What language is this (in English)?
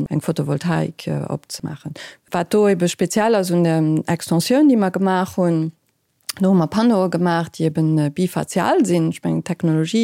Luxembourgish